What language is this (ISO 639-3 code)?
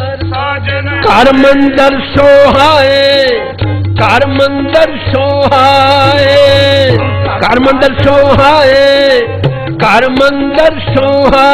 pan